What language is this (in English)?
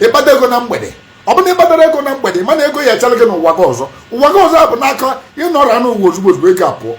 Igbo